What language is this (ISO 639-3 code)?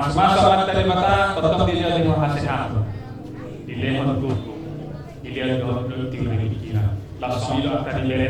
bbc